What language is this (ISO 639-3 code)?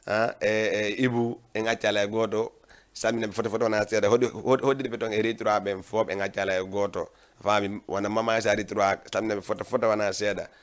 ful